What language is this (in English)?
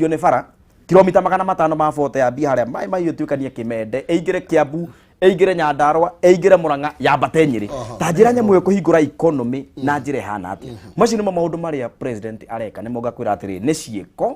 Kikuyu